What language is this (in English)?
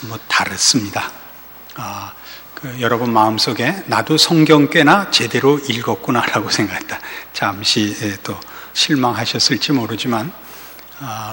Korean